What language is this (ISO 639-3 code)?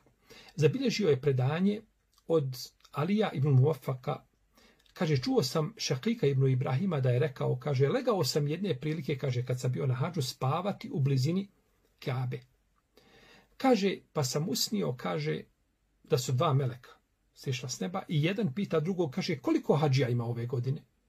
bos